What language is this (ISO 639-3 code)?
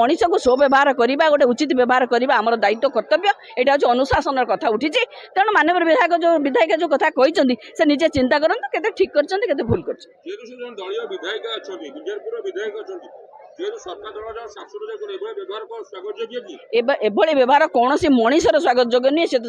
ori